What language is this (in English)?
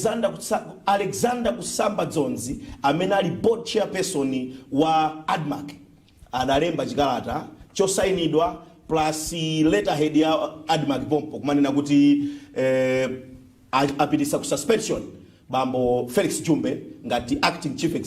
Nyanja